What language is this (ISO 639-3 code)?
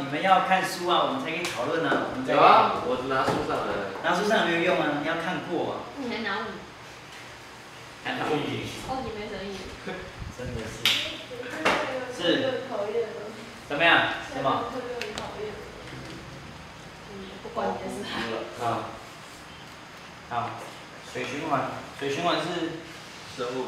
zho